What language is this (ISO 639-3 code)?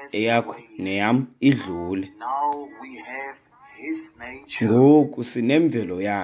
xho